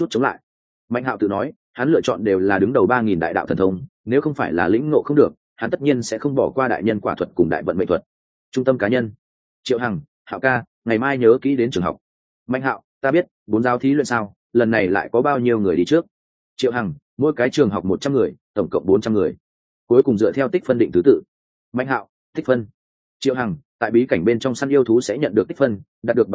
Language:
Vietnamese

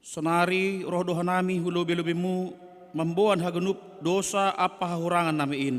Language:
Batak Simalungun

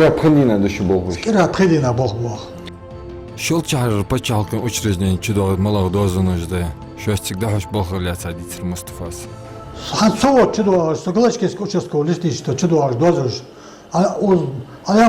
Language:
Ingush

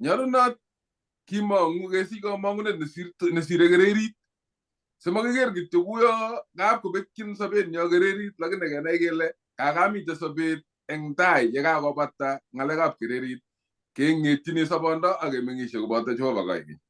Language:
Kalenjin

